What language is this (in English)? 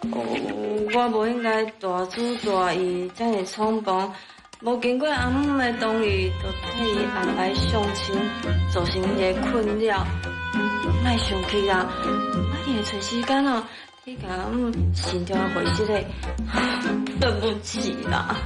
Min Nan Chinese